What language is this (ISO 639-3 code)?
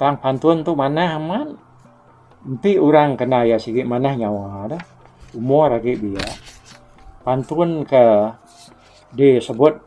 iba